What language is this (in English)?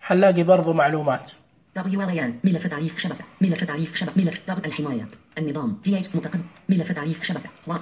Najdi Arabic